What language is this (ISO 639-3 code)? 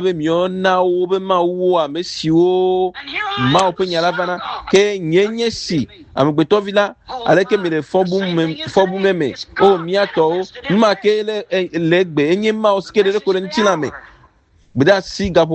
ewe